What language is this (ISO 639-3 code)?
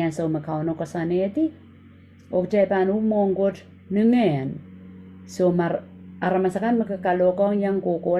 pon